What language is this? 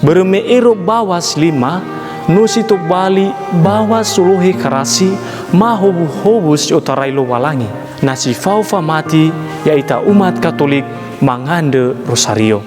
Nias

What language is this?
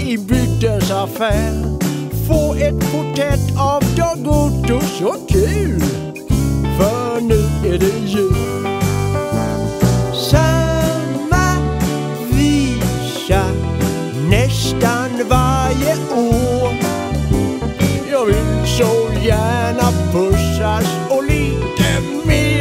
Swedish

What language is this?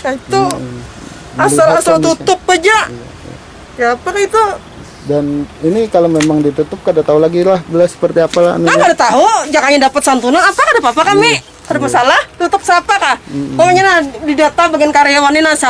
Banjar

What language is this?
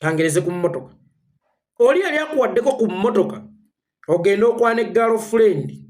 Ganda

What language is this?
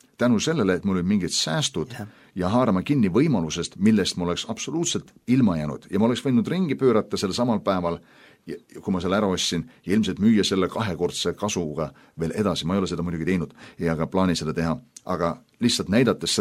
Estonian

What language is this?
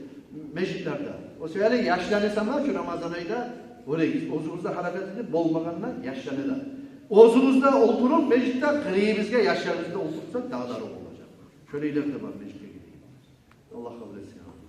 Kumyk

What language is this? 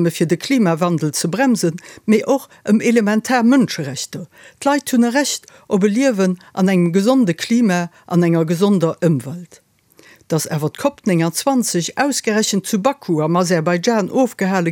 Luxembourgish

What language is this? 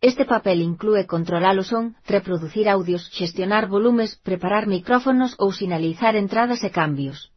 Galician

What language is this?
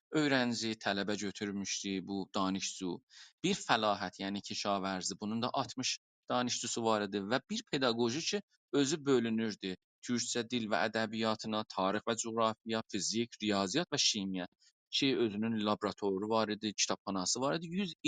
South Azerbaijani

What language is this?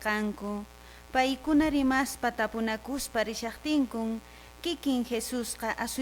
Quechua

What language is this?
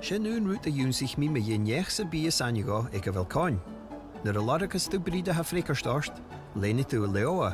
Scottish Gaelic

